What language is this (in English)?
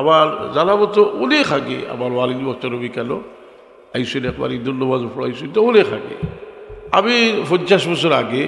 Sylheti